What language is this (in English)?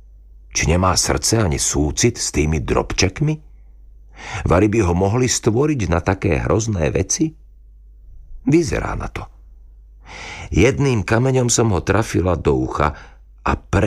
Slovak